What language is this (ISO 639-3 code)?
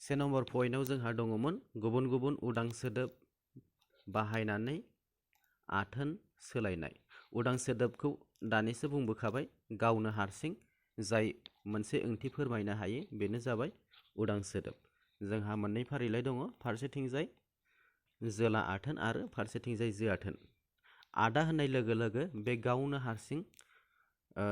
brx